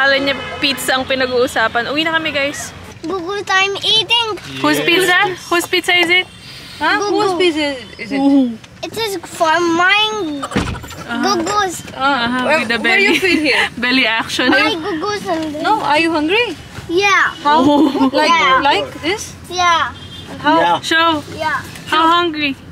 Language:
Filipino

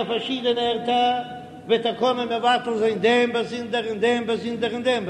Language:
Yiddish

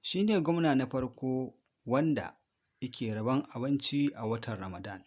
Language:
Hausa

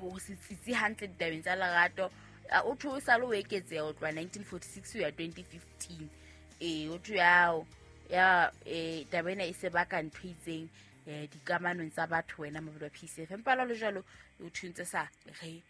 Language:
Southern Sotho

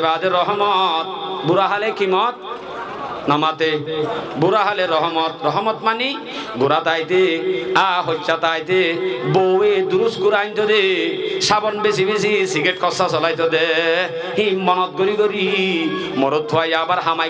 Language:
Rohingya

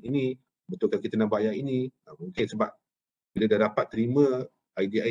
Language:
Malay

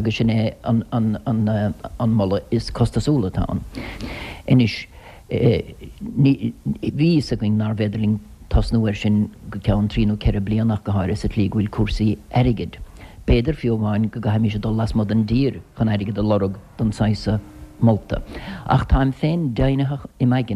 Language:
Irish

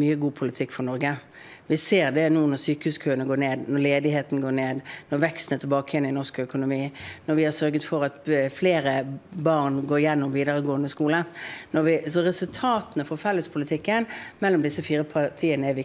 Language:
Norwegian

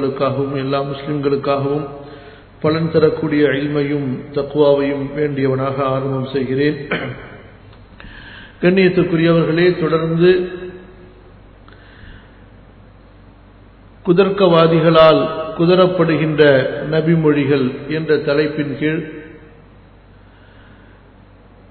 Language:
Tamil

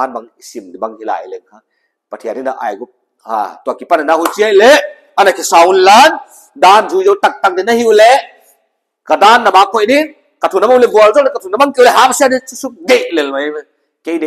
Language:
Paite Chin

